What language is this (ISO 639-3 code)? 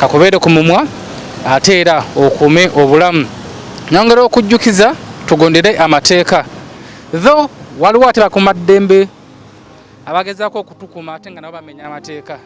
lug